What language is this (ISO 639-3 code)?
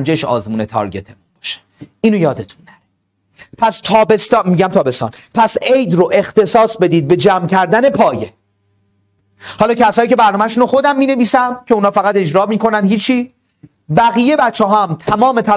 fas